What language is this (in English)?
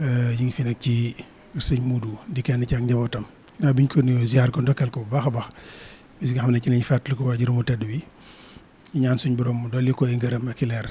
Wolof